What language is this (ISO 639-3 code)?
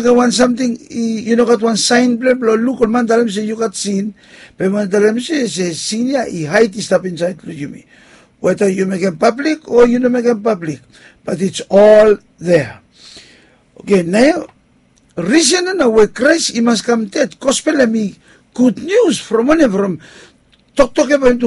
bis